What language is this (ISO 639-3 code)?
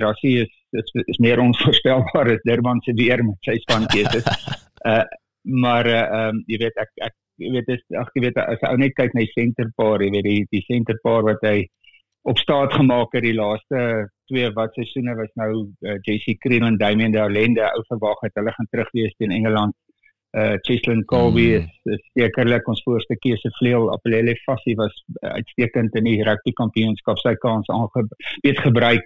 afr